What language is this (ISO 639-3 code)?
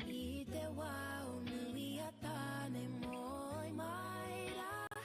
mri